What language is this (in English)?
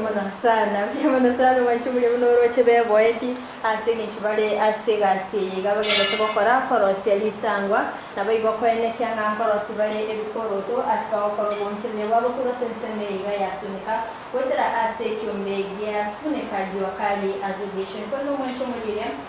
Gusii